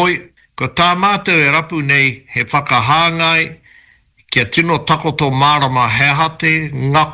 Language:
Māori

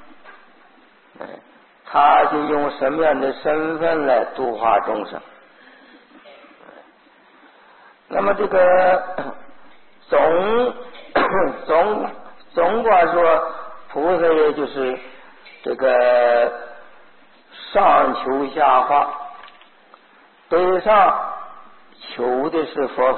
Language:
Chinese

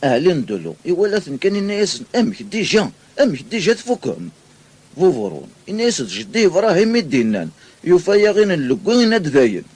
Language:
Kabyle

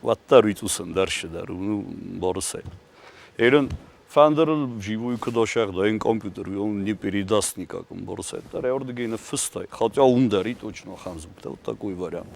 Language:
Ossetic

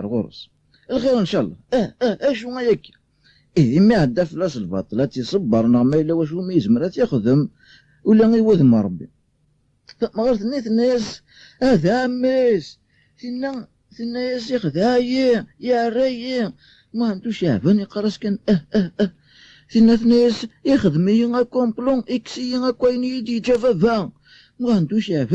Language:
Kabyle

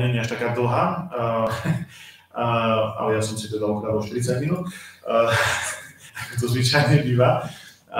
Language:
Slovak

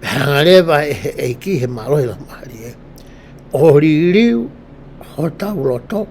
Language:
Tongan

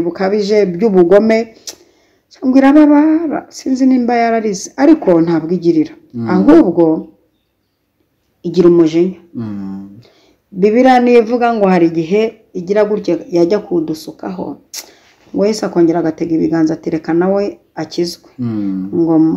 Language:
Kinyarwanda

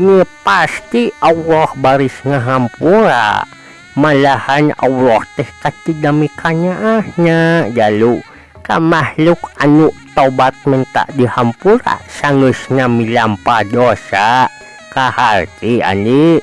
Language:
Sundanese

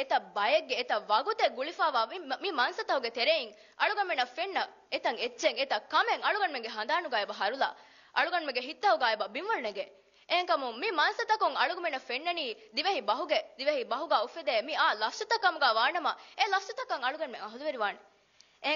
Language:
Divehi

